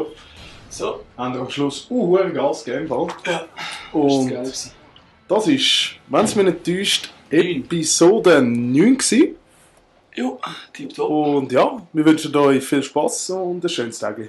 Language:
Swiss German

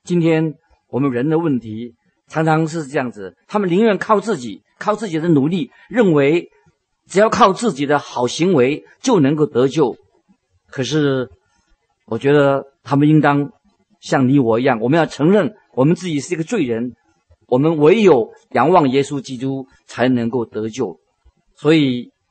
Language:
Chinese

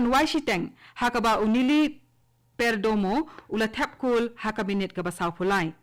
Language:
Khasi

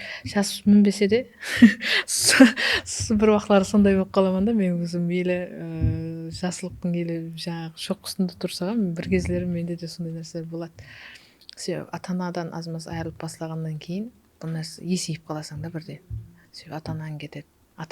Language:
Kara-Kalpak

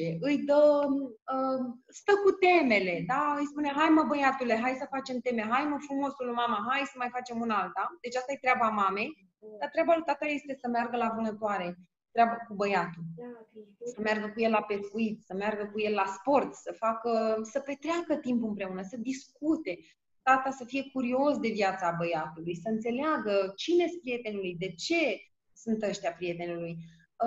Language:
Romanian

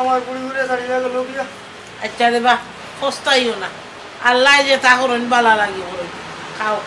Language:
Sylheti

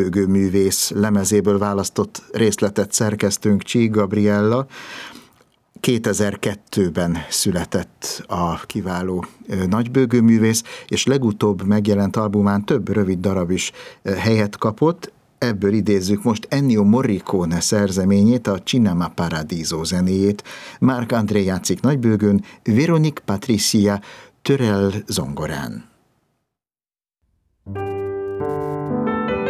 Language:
Hungarian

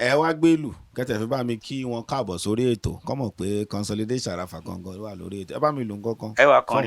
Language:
Yoruba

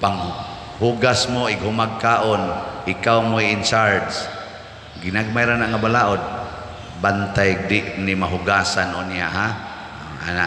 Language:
Cebuano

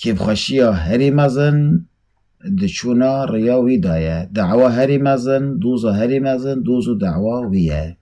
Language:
Kurdish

